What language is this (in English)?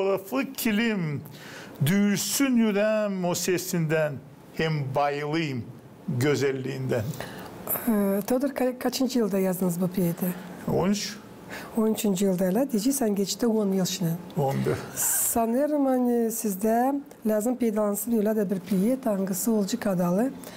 Gagauz